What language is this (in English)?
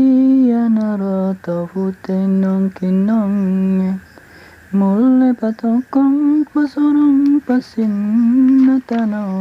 Buginese